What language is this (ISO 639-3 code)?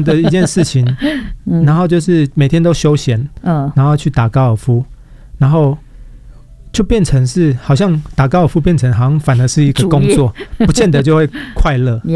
zho